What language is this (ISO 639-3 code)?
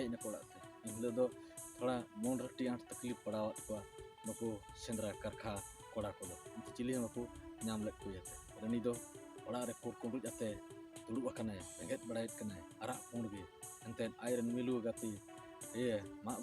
sat